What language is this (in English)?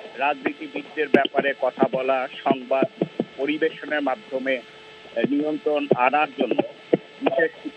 Bangla